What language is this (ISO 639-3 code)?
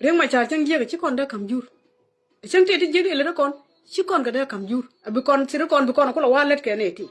nus